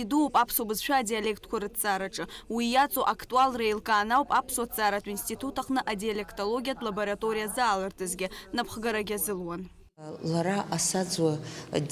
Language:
Abkhazian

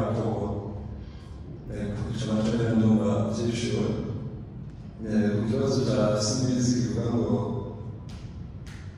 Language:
Kinyarwanda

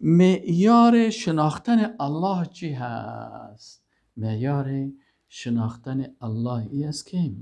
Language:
Persian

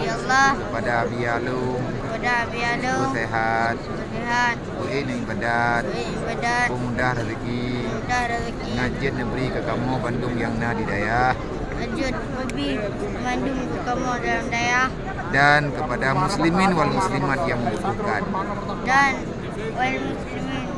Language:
Achinese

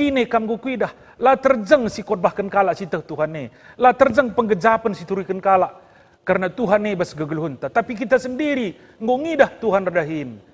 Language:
Batak Karo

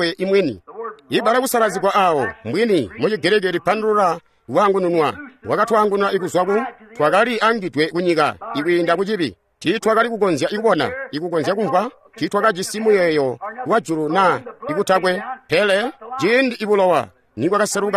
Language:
Tonga (Zambia)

